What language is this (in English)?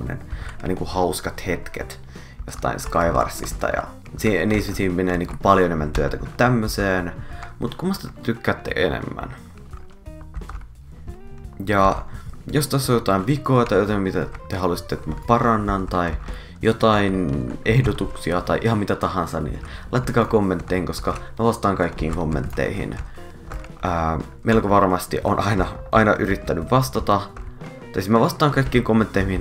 Finnish